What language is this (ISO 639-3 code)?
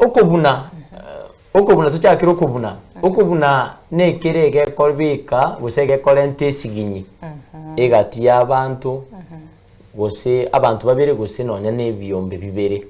guz